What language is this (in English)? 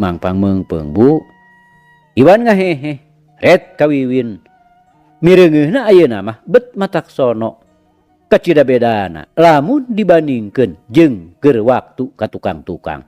Sundanese